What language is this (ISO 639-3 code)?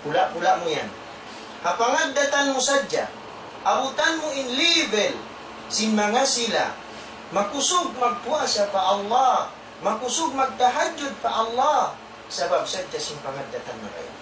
tsg